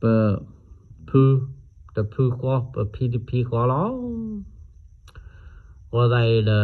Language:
S'gaw Karen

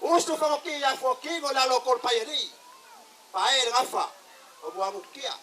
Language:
Samoan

